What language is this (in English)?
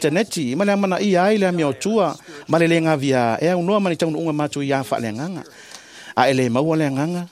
Samoan